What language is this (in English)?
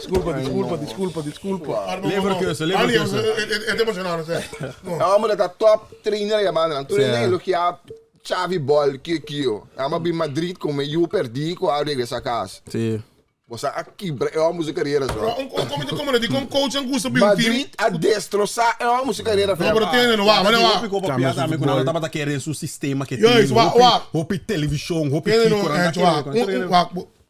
Papiamento